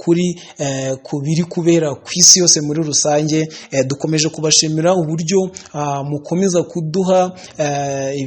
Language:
Kinyarwanda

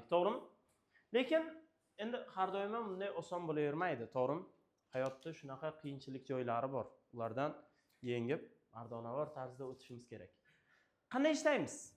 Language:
Uzbek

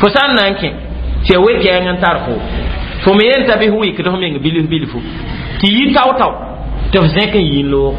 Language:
Mossi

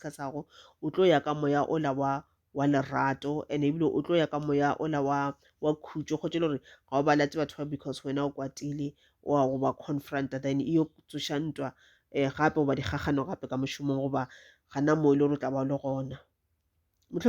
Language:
Northern Sotho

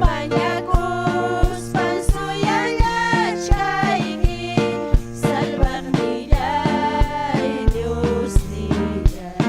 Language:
Ayacucho Quechua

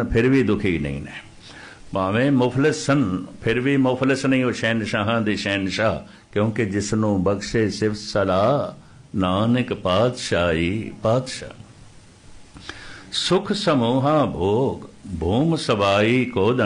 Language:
Punjabi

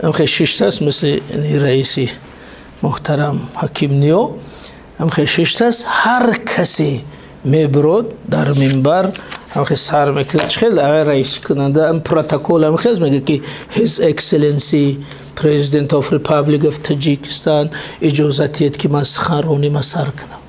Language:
Tajik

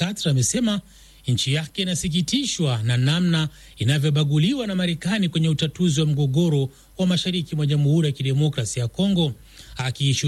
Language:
Swahili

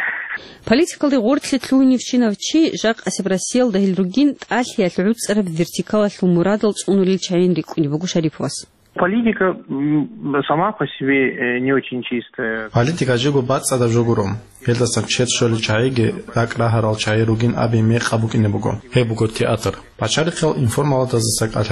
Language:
Avaric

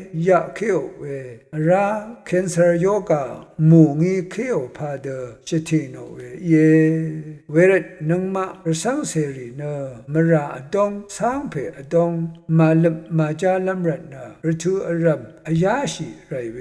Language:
Rawang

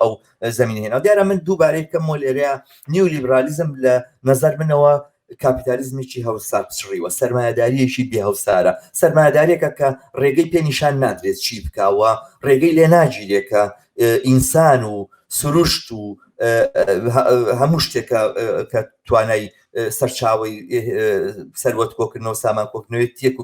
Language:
Central Kurdish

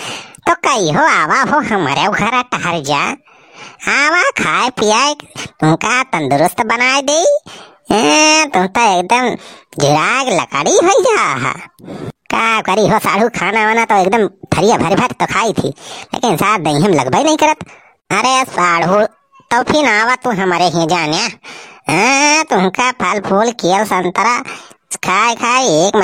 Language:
Awadhi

